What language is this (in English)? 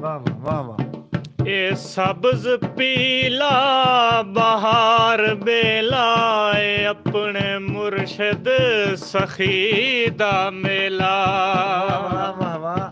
Saraiki